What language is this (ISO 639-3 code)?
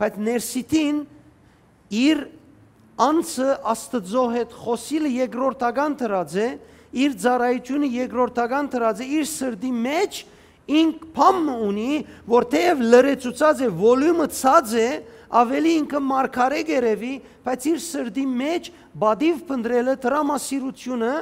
hyw